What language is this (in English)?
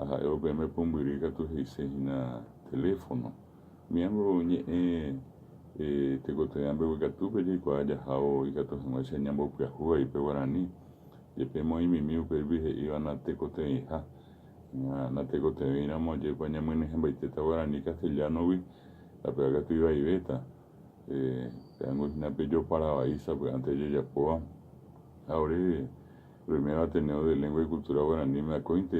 Guarani